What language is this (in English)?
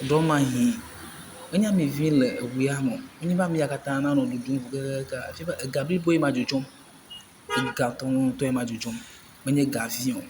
Ewe